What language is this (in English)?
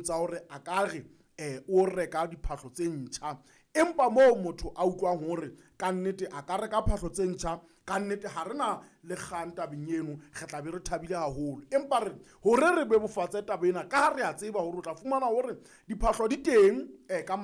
Southern Sotho